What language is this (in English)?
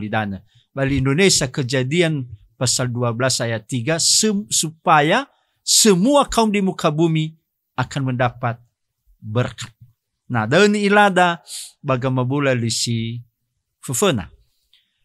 Nias